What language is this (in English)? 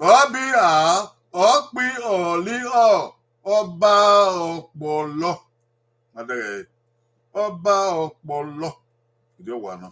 Bini